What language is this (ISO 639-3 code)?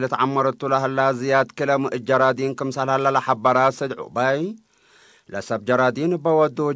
tig